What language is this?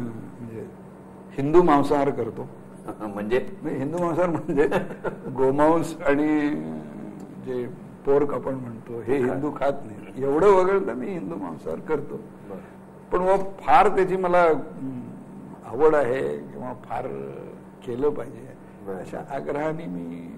Marathi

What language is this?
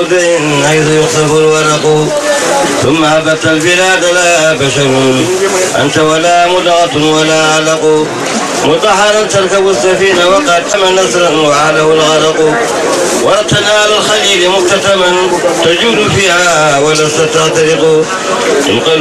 Fula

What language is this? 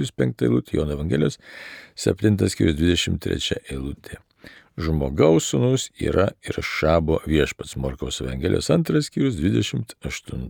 Lithuanian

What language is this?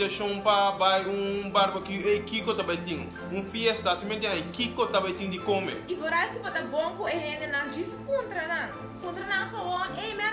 Papiamento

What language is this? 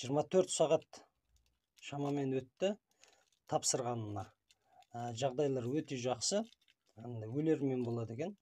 Kazakh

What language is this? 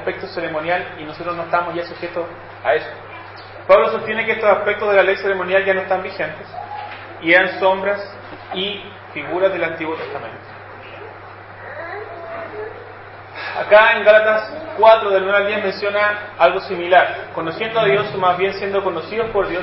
Spanish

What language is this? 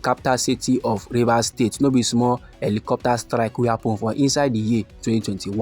Nigerian Pidgin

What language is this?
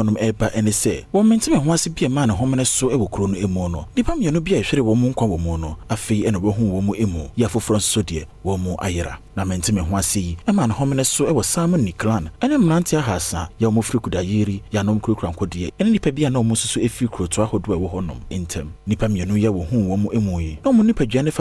Akan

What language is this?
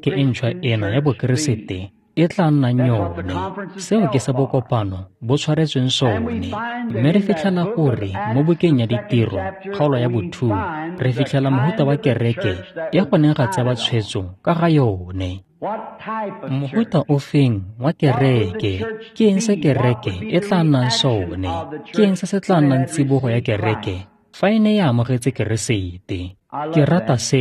Tswana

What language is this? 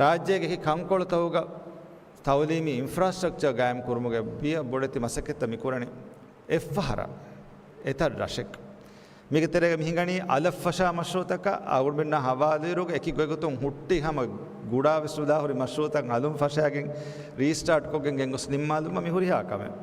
Divehi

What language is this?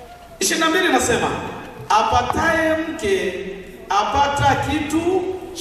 Swahili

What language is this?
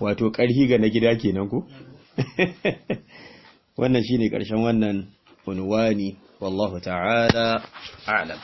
Hausa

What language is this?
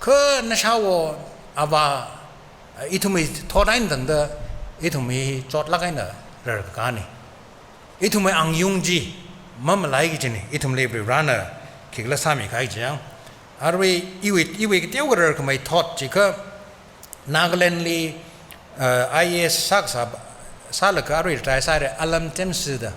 Tangkhul Naga (India)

